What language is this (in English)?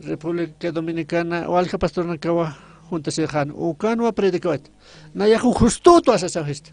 Aymara